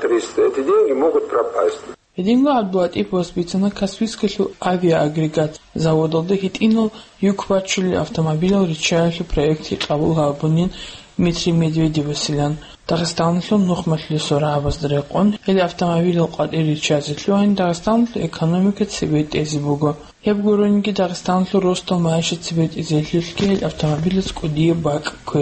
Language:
Avaric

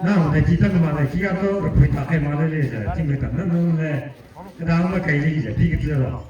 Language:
Maram Naga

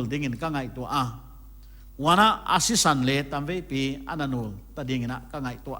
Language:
Paite Chin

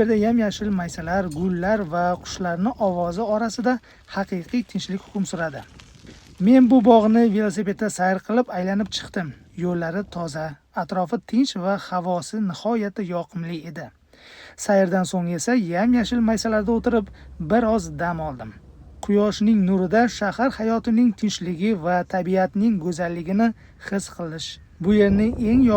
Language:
Uzbek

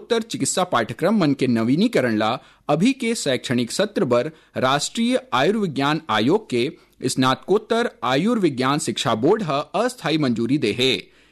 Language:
Chhattisgarhi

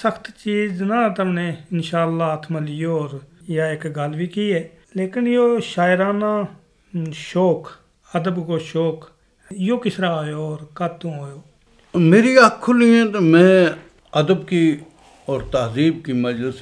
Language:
Gujari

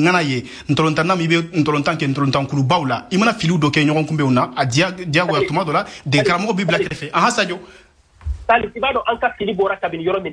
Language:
Bambara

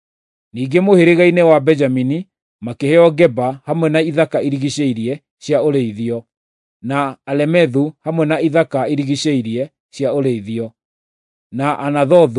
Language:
Kikuyu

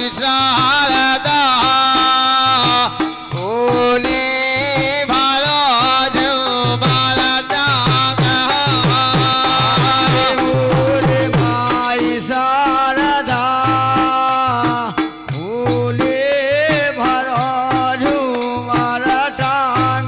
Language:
Bundeli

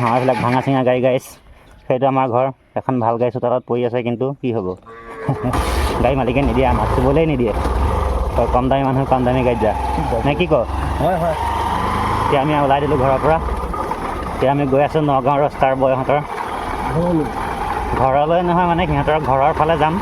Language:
Assamese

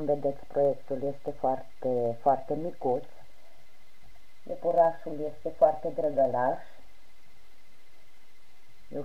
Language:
Romanian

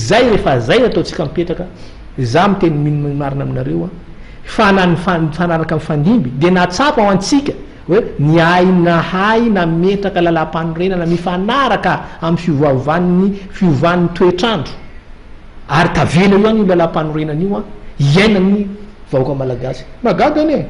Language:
Malagasy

